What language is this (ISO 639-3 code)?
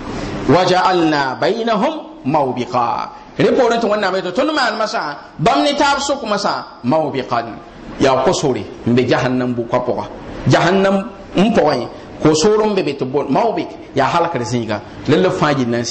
mos